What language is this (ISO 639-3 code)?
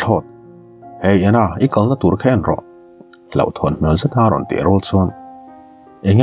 lus